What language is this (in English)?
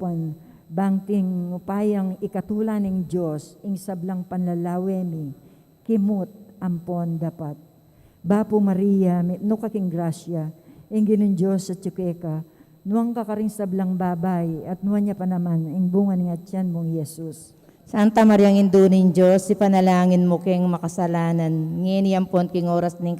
Pampanga